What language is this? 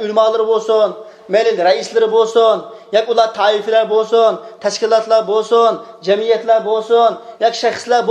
Uyghur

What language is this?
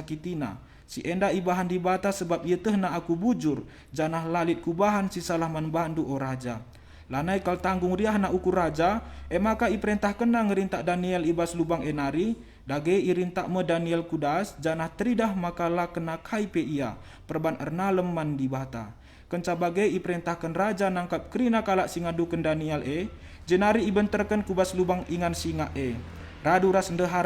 Batak Karo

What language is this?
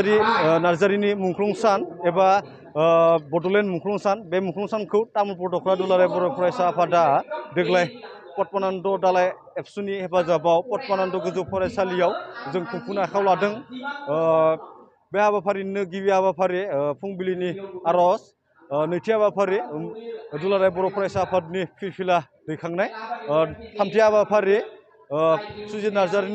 Bodo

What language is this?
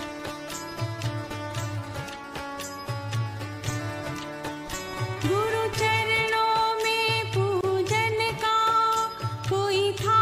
Hindi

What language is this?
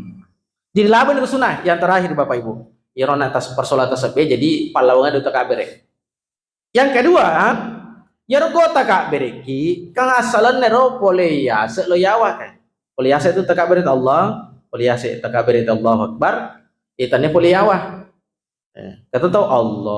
Buginese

